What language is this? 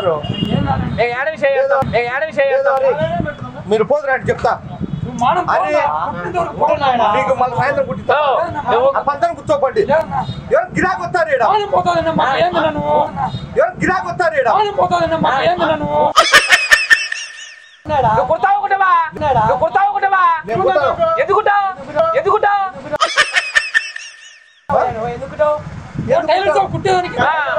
Telugu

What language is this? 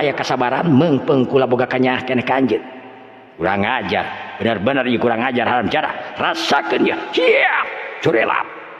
Sundanese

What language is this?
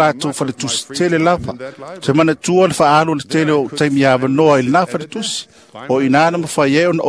Samoan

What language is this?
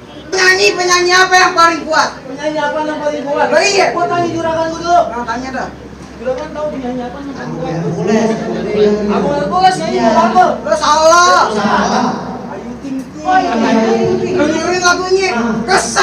Betawi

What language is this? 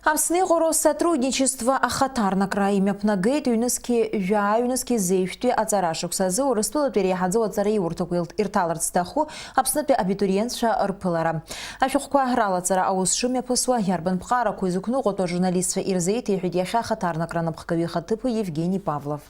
Abkhazian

